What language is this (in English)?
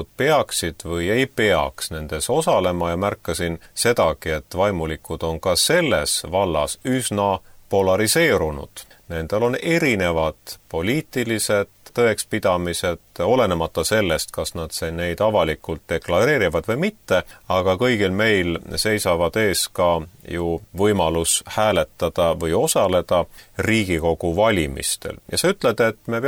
Estonian